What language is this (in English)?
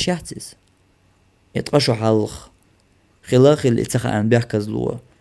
Chechen